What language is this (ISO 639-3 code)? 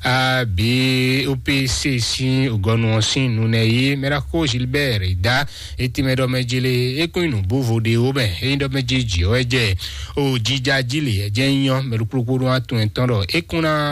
fon